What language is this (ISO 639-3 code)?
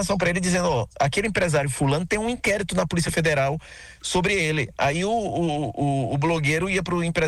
por